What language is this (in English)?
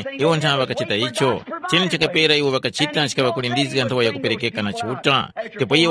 Tumbuka